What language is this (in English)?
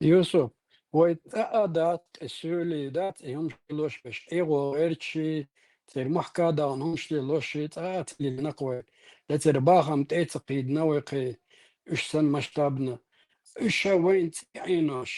Chechen